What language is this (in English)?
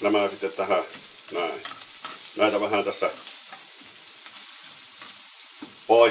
Finnish